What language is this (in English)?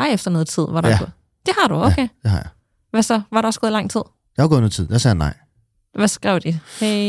Danish